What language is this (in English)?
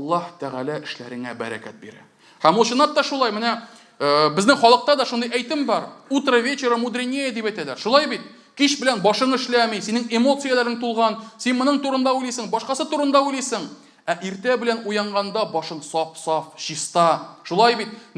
Tatar